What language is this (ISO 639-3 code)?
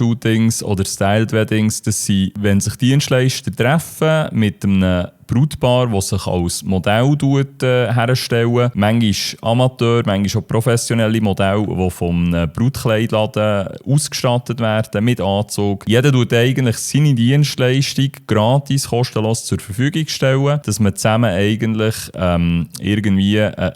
gsw